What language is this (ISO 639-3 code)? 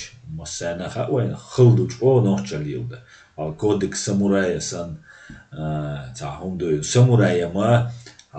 che